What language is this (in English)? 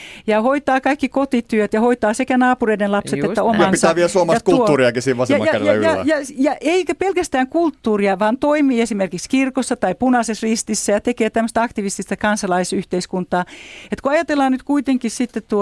Finnish